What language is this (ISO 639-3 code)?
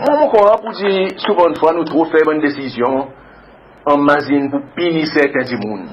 crs